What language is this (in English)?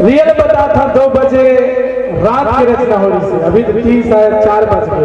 Chhattisgarhi